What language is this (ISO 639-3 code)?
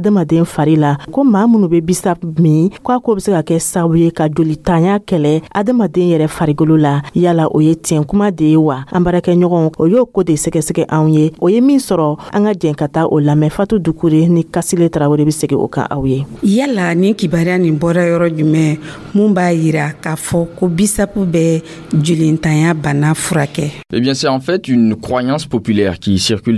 dyu